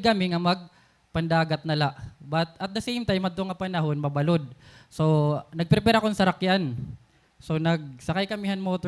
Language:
Waray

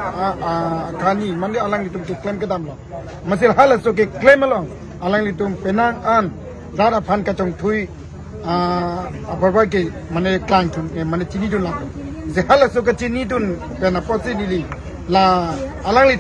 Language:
Karbi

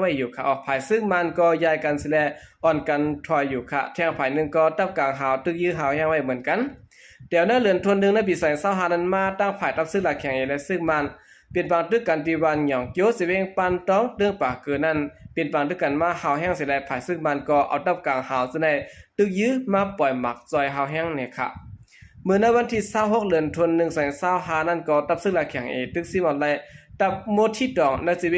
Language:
Shan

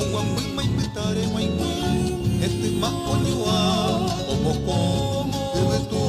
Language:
Guarani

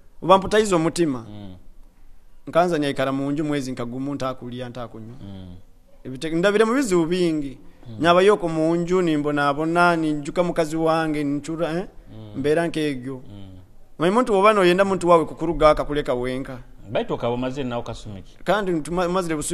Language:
Nyoro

